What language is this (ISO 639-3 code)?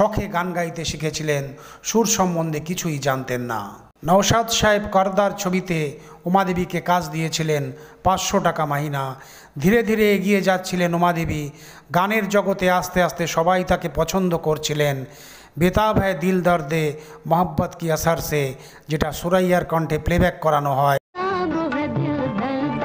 ben